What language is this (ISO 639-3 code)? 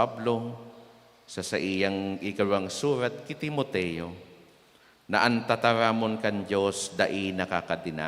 bik